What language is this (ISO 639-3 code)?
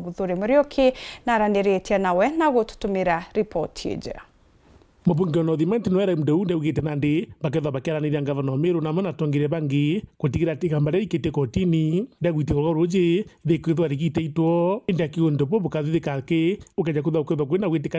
mer